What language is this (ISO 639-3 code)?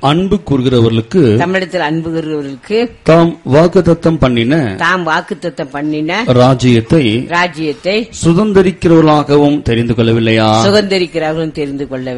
tam